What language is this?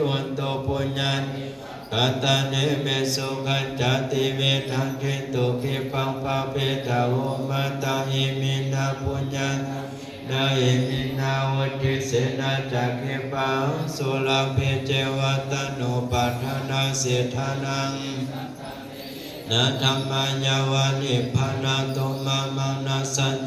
Pali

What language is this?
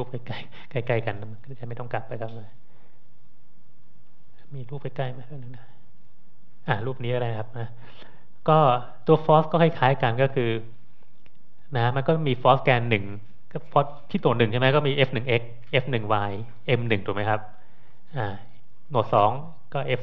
Thai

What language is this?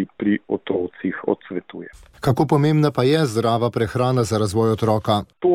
Slovenian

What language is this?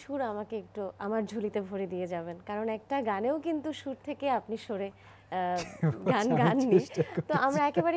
Bangla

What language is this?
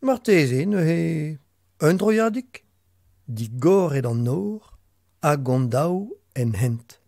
Breton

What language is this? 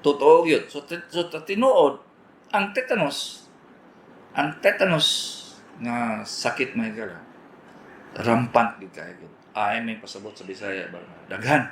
Cebuano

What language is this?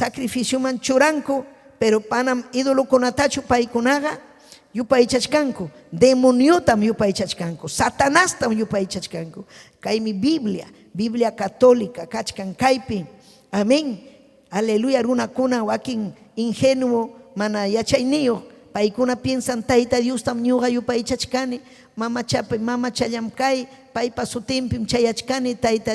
Ayacucho Quechua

